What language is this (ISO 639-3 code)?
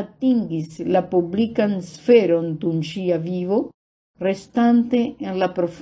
epo